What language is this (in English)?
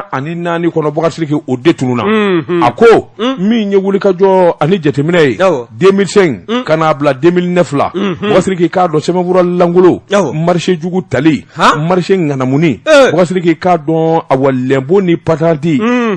Bambara